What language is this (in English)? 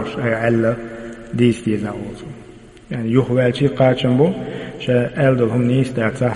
Chechen